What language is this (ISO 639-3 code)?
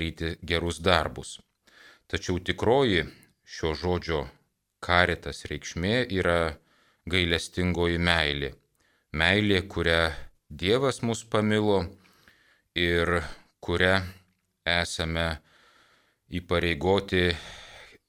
lit